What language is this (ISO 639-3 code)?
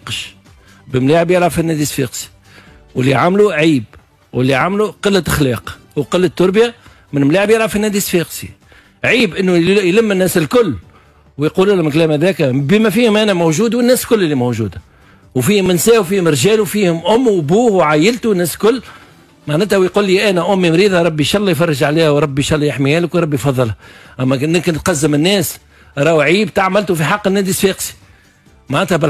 aeb